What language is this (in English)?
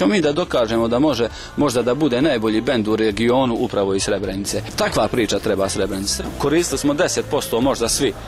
Bosnian